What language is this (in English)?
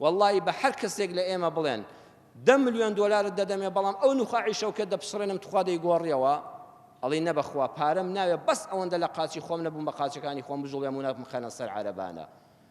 Central Kurdish